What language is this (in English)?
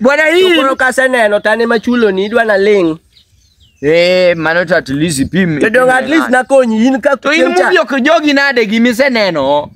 Luo (Kenya and Tanzania)